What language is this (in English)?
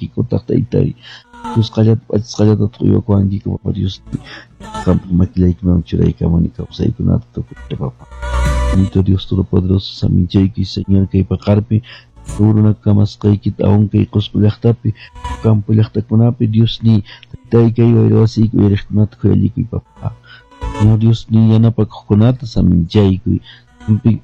Quechua